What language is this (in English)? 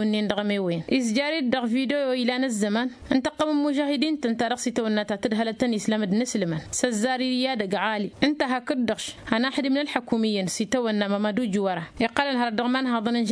Tamasheq